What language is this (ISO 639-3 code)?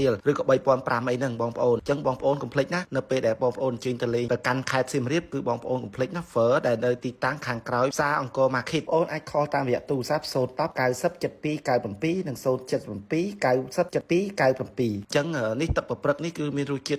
khm